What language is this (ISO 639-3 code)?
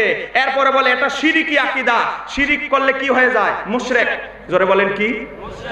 ben